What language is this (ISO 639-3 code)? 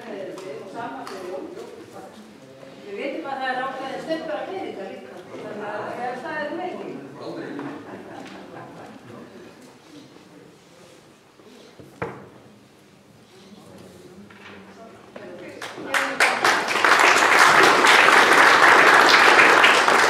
isl